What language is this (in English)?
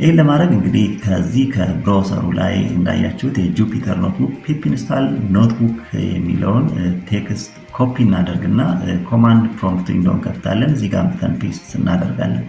Amharic